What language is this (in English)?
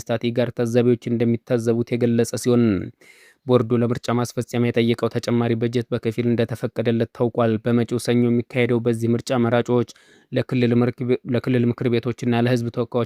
Amharic